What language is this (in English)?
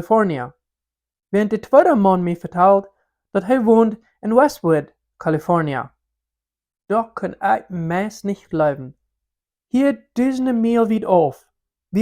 Plautdietsch